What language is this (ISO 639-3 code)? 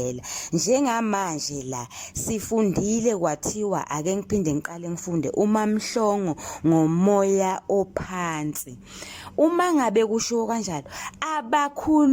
zul